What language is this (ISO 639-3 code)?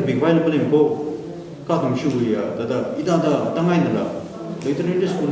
nmf